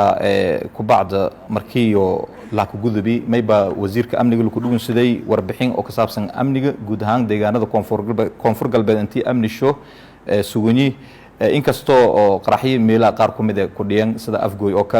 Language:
Somali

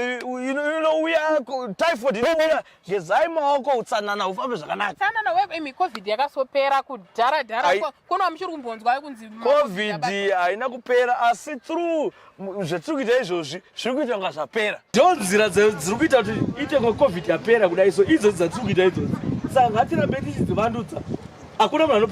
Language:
Shona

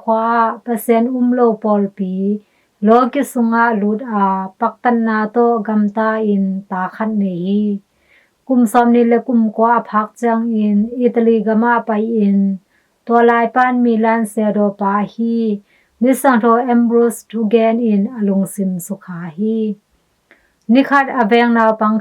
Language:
Tedim Chin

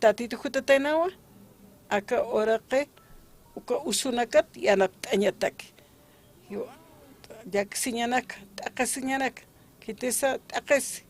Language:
Aymara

